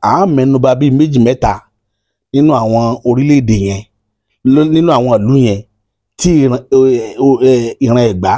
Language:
Yoruba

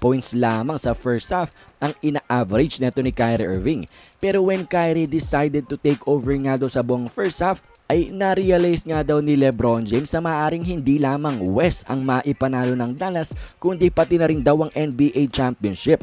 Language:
Filipino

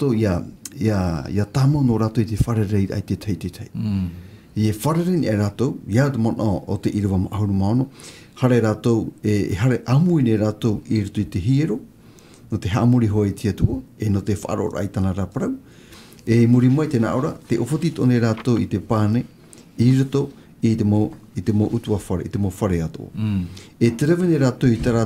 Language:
Tahitian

